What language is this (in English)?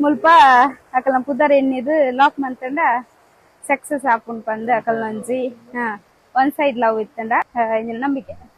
Tulu